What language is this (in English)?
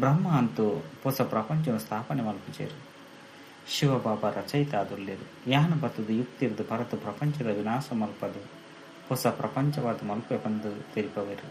Tulu